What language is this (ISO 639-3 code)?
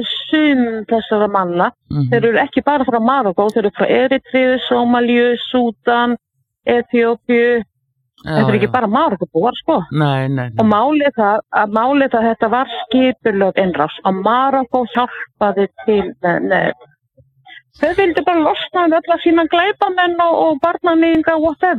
isl